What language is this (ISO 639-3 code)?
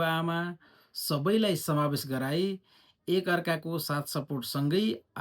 nep